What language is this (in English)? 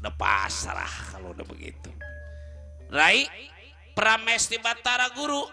Betawi